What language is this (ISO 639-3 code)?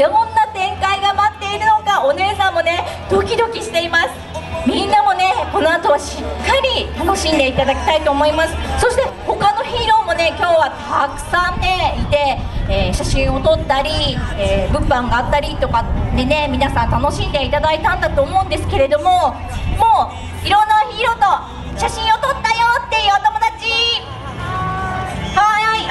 jpn